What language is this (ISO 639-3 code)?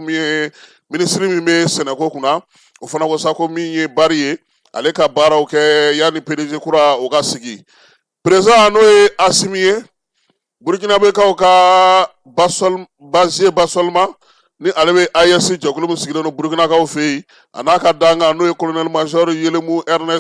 bam